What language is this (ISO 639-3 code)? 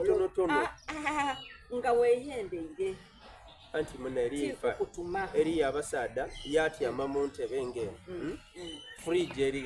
xog